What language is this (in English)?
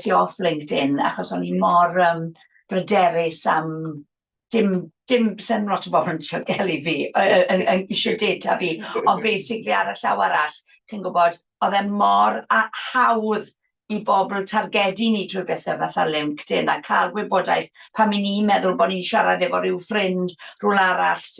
Welsh